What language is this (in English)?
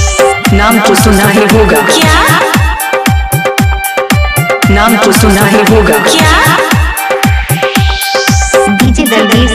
Bhojpuri